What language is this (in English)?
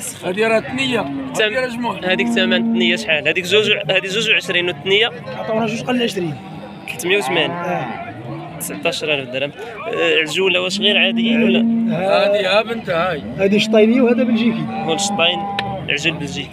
Moroccan Arabic